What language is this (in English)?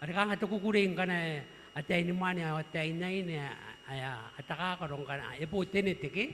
Gilbertese